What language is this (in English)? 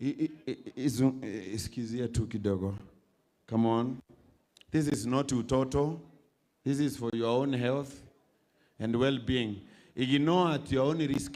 Meru